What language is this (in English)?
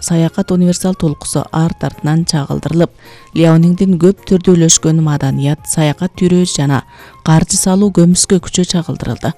Kyrgyz